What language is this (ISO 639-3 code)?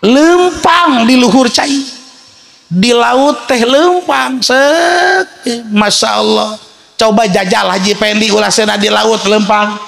sun